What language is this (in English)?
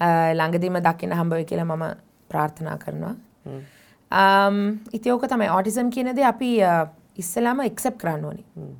Sinhala